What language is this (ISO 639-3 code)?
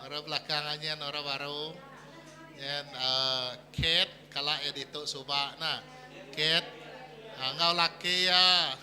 iba